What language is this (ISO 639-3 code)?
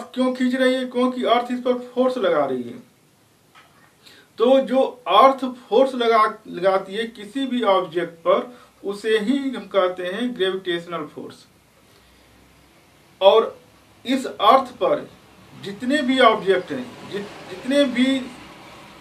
hin